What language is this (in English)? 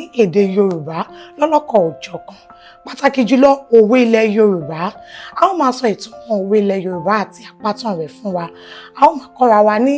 Yoruba